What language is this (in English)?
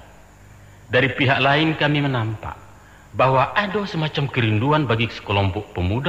Minangkabau